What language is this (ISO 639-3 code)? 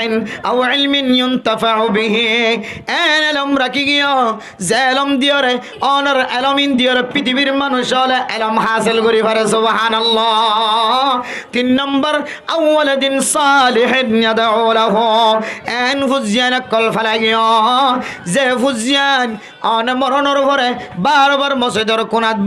rhg